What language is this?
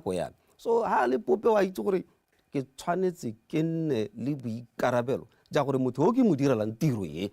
Tswana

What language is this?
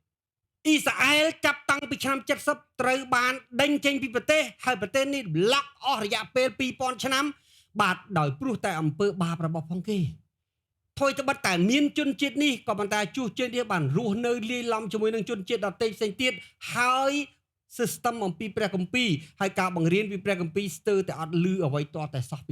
Khmer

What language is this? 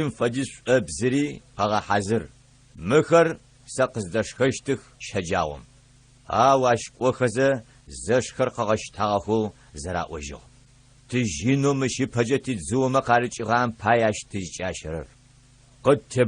Adyghe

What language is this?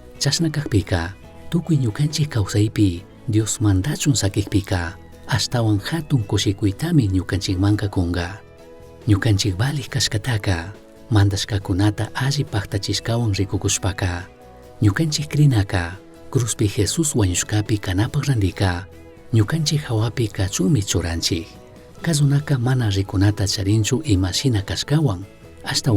Chimborazo Highland Quichua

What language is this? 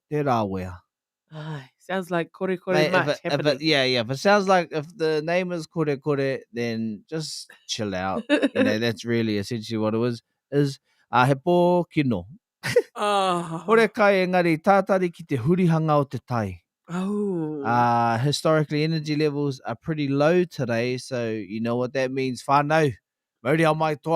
Māori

